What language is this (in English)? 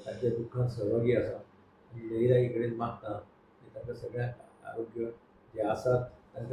Konkani